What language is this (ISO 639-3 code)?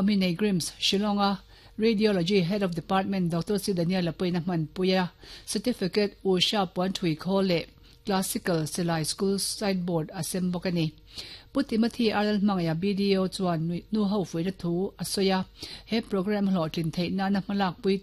lus